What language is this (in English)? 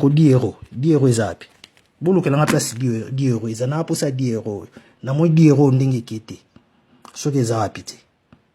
Lingala